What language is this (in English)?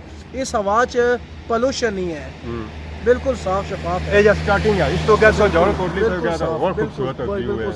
Pahari-Potwari